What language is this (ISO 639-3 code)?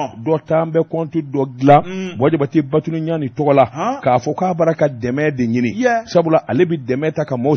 bam